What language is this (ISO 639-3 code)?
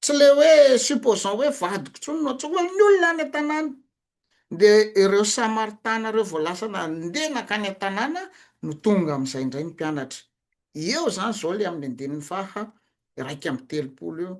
mlg